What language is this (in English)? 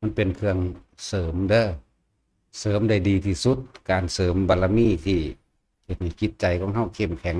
Northeastern Thai